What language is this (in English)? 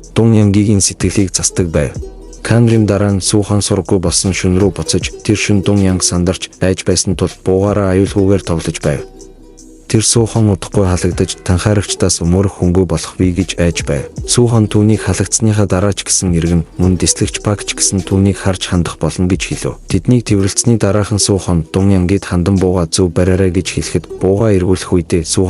Mongolian